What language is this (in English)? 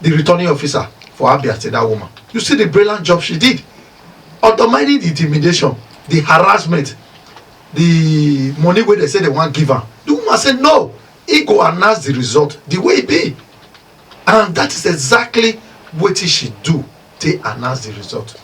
Nigerian Pidgin